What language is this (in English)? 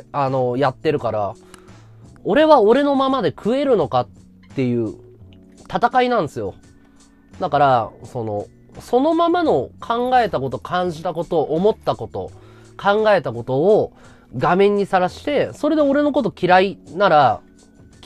Japanese